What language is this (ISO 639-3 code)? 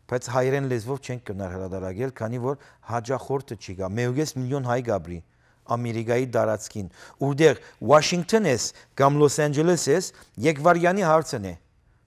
hyw